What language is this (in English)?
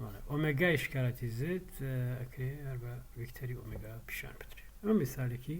Central Kurdish